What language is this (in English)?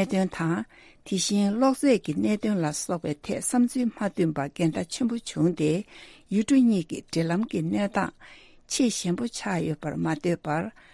Tibetan